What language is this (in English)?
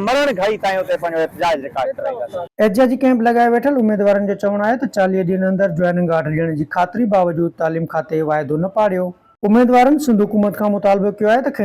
Sindhi